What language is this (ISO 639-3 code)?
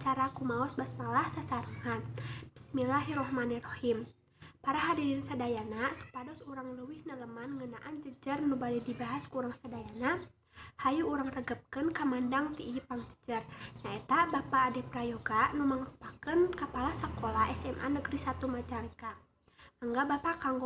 sun